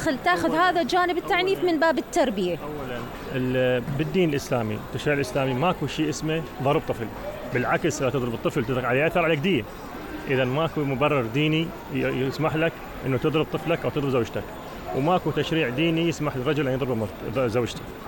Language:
Mesopotamian Arabic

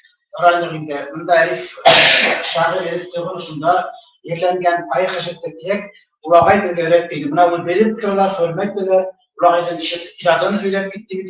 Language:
Bashkir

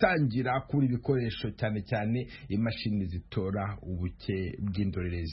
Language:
Kinyarwanda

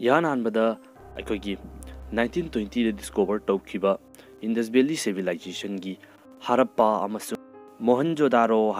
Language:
Manipuri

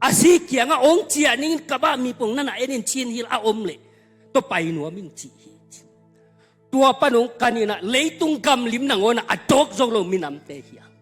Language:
Tedim Chin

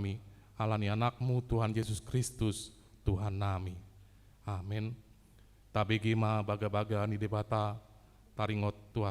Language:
Batak Toba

